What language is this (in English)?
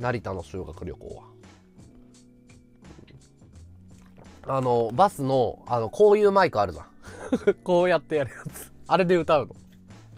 Japanese